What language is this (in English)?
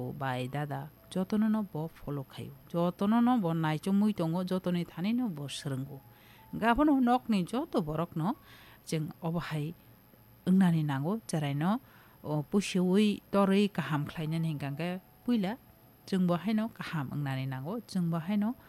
Kok Borok